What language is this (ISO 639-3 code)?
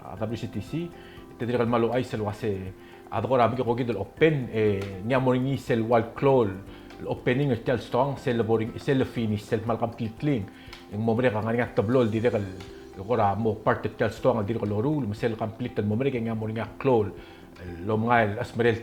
pau